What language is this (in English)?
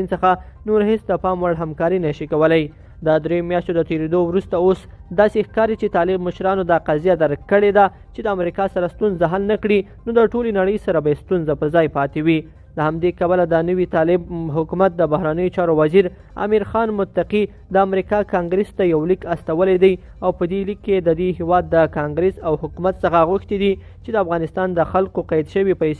Pashto